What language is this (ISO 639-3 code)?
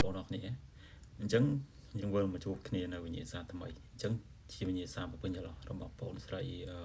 khm